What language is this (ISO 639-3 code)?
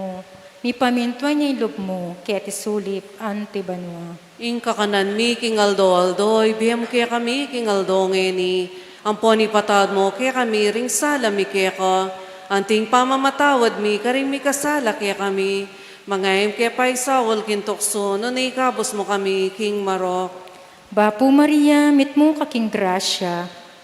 pam